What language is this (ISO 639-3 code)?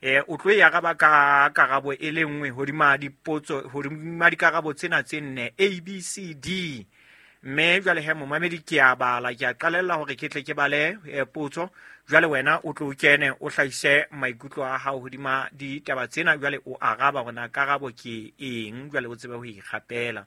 sot